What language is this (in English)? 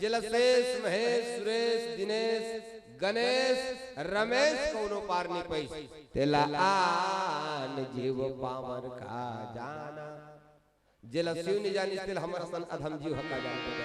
Chhattisgarhi